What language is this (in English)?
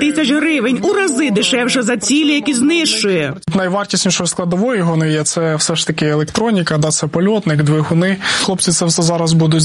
Ukrainian